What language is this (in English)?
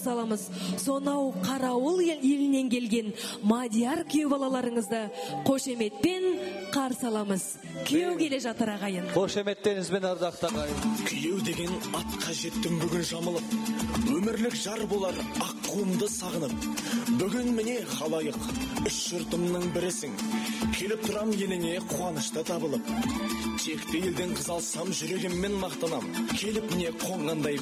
Kazakh